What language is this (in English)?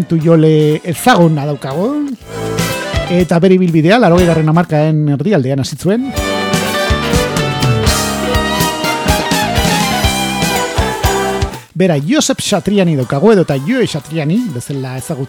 Basque